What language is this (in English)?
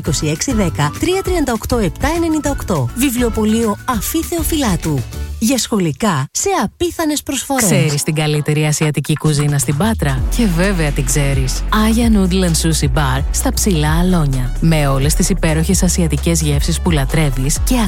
Greek